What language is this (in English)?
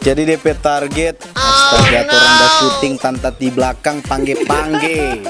Manado Malay